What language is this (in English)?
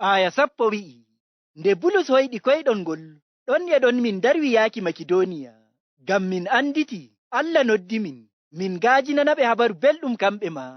Nigerian Fulfulde